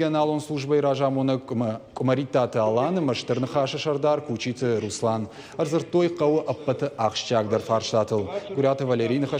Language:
Ossetic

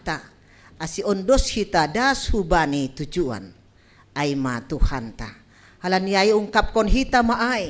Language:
Batak Simalungun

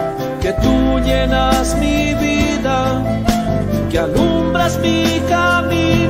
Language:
Spanish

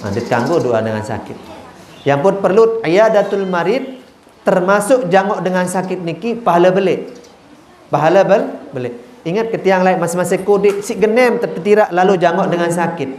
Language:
Sasak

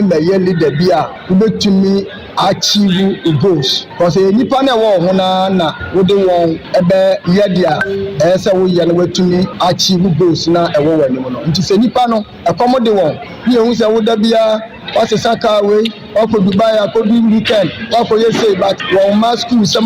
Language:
Akan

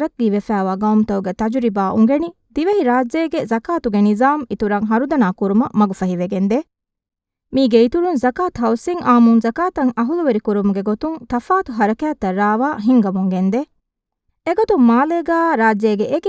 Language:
Divehi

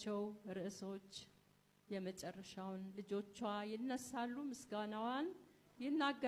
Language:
Amharic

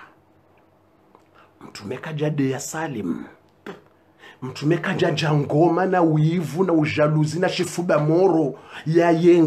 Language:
Swahili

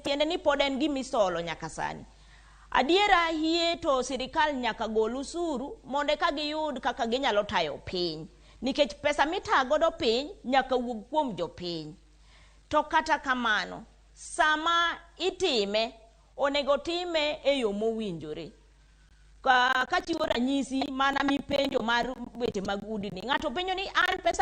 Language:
Luo (Kenya and Tanzania)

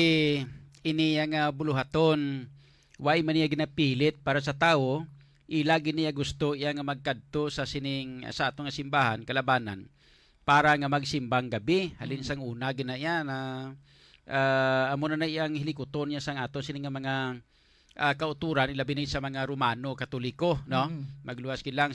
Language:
Hiligaynon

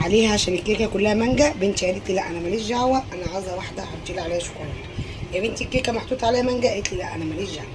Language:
Egyptian Arabic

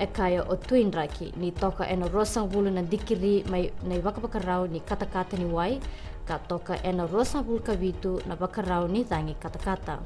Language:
Fijian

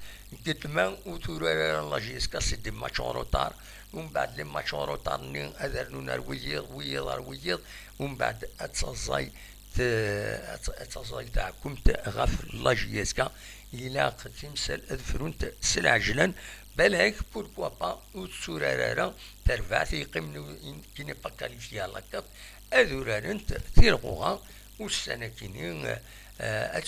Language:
Kabyle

